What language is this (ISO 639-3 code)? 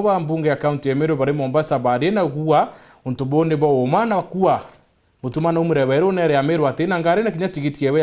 mer